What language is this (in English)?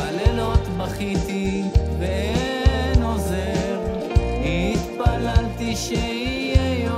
Hebrew